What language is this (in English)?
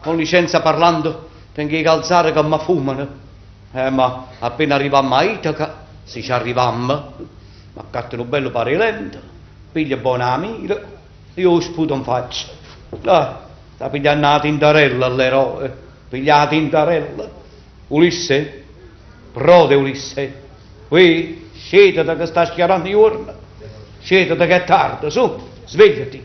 Neapolitan